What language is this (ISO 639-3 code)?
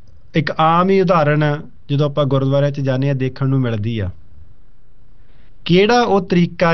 pan